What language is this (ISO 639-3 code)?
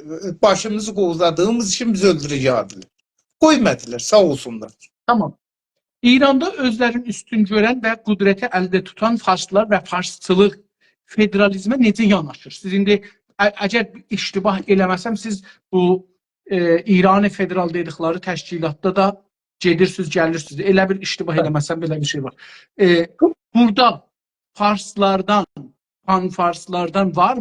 azb